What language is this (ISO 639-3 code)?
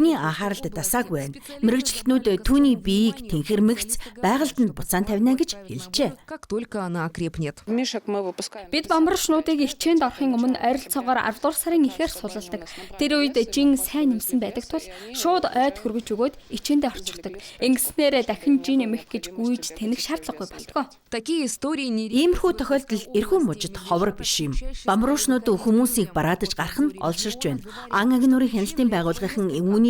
mon